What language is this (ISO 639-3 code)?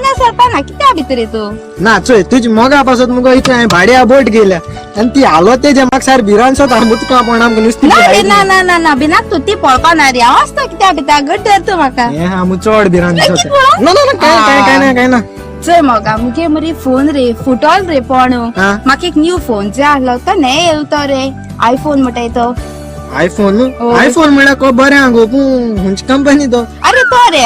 kok